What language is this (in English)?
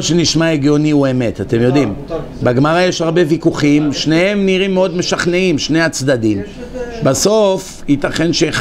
Hebrew